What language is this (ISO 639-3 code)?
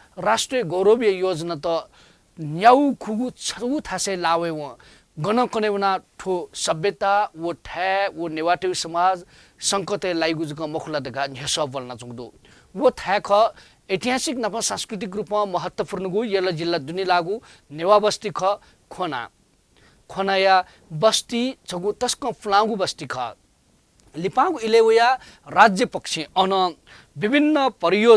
new